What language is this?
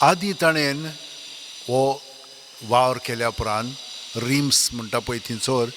Konkani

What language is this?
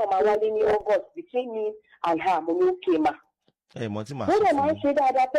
Yoruba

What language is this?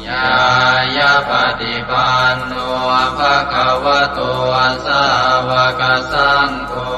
Pali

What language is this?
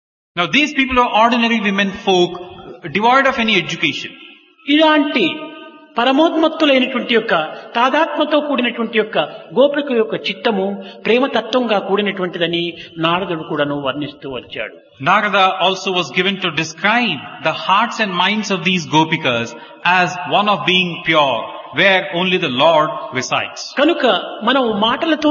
Telugu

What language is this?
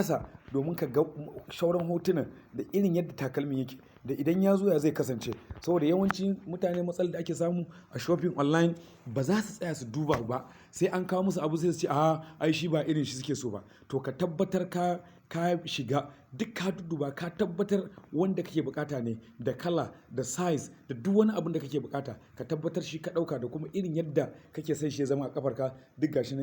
Hausa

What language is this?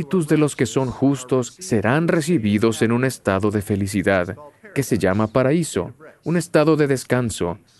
Spanish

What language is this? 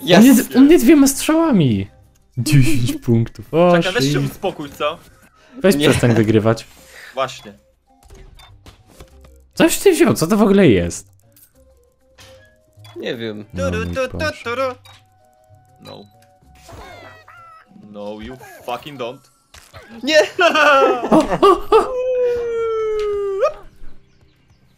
Polish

